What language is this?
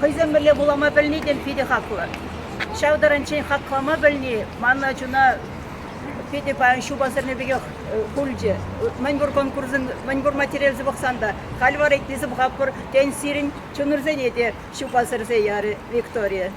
Chuvash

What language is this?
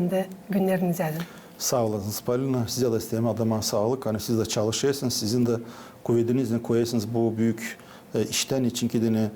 Gagauz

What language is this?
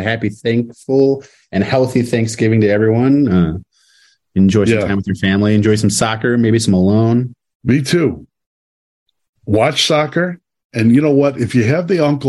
English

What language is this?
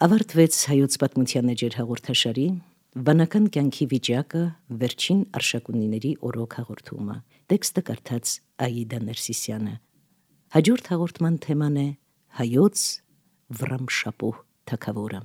Armenian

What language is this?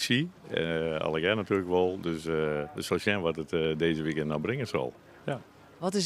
Western Frisian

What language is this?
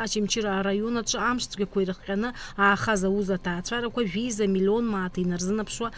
Abkhazian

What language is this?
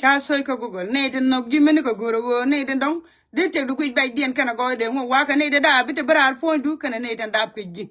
Nuer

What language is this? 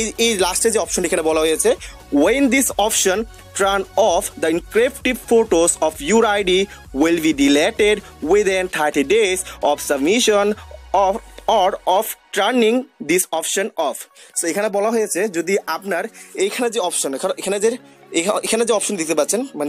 Bangla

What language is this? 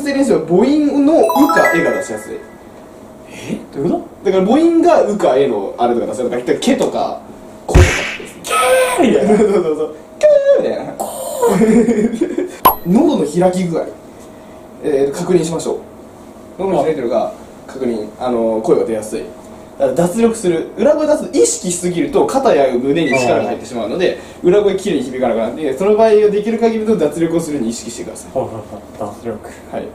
Japanese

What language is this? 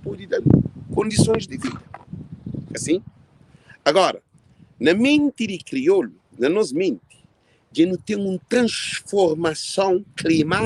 Kabuverdianu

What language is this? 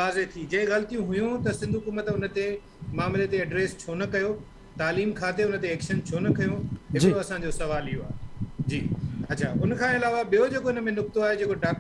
Sindhi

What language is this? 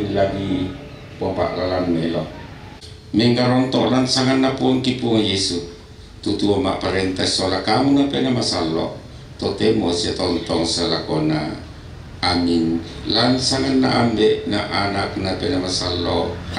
Toraja-Sa'dan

